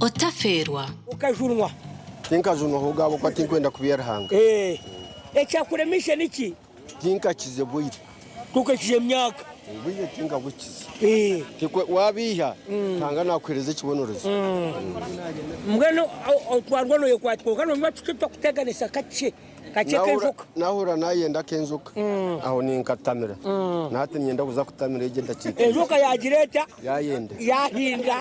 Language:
Nyankole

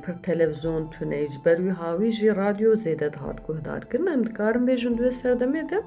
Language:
Kurdish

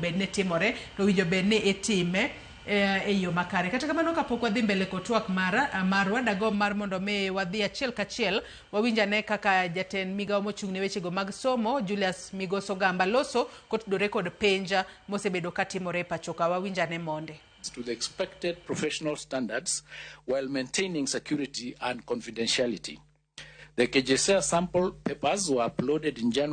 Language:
Luo (Kenya and Tanzania)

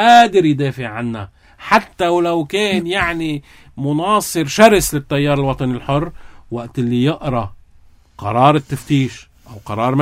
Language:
North Levantine Arabic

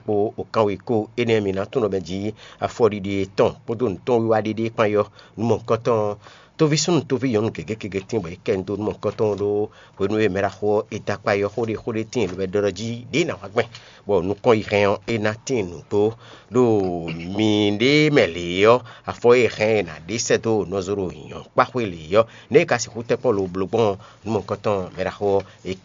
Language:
Fon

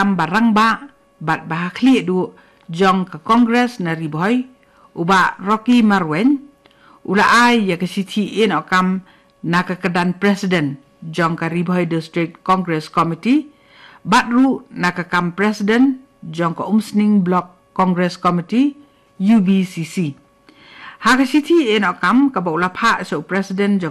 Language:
Khasi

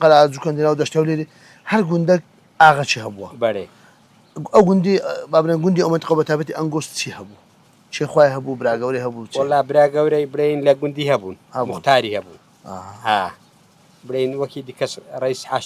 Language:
Central Kurdish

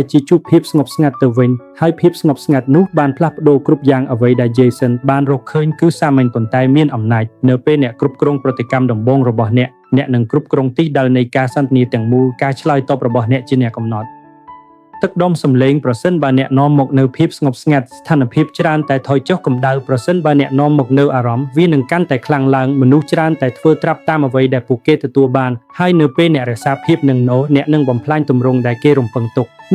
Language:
Khmer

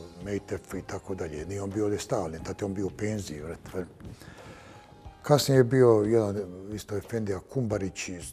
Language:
Bosnian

